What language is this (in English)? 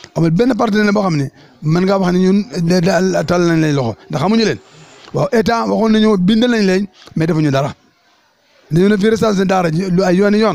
Wolof